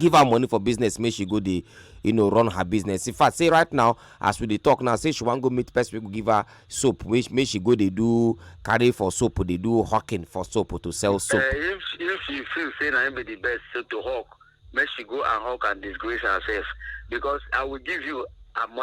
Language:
Nigerian Pidgin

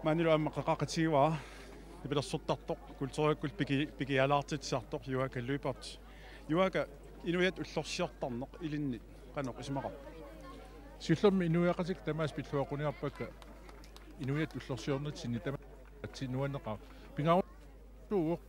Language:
Kalaallisut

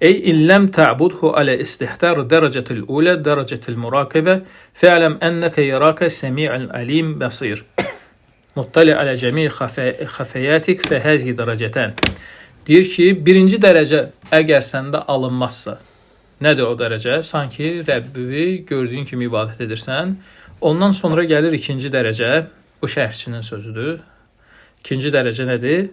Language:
Azerbaijani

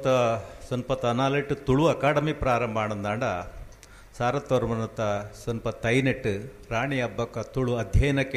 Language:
Tulu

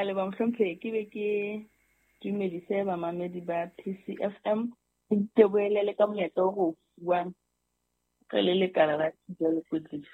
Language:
Southern Sotho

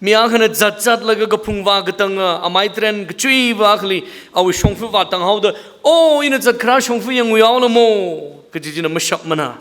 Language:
Tangkhul Naga (India)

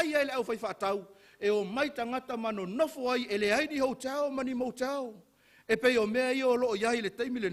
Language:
Samoan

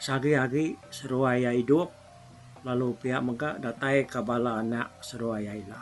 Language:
Iban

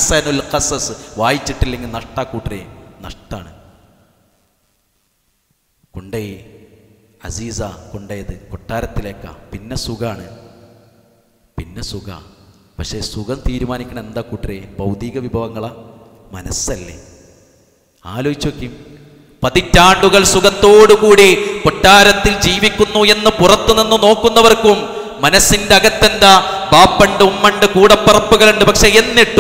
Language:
Malayalam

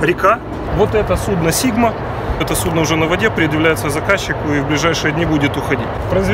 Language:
Russian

